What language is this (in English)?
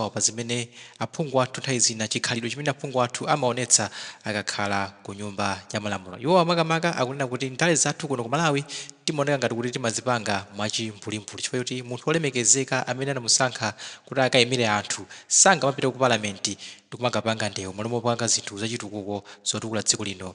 Nyanja